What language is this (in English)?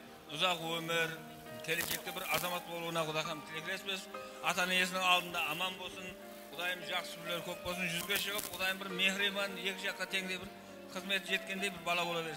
Kara-Kalpak